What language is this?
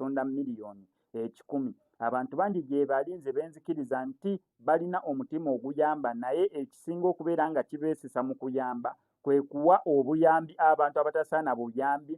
Ganda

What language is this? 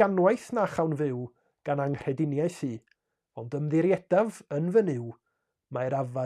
Welsh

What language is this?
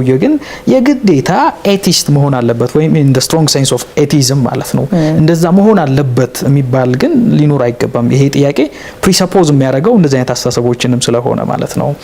Amharic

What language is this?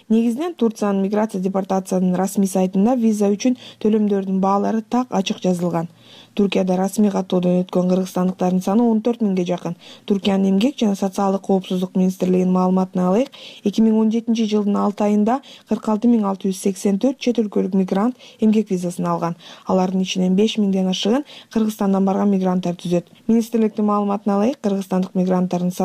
Kyrgyz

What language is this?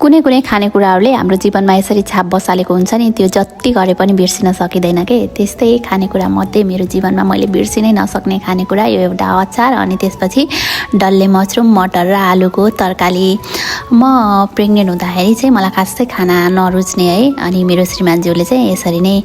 Nepali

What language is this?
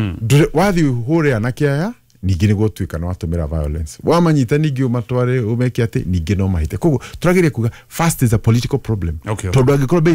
Kikuyu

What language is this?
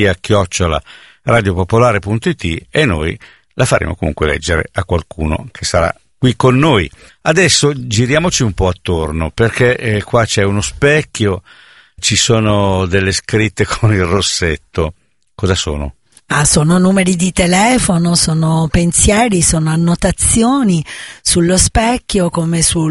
Italian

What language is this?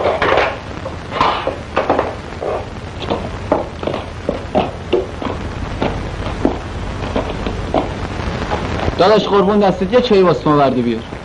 Persian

